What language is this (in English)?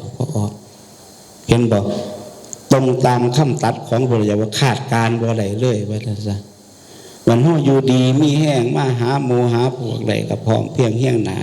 Northeastern Thai